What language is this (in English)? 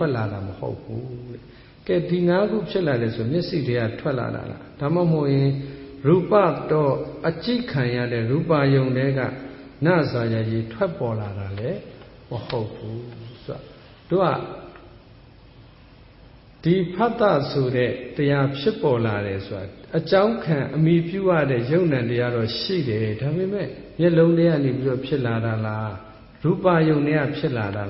Burmese